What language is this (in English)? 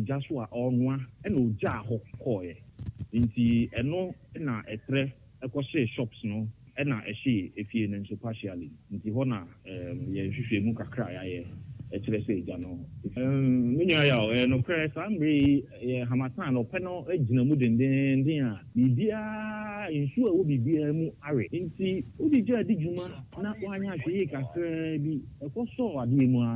Akan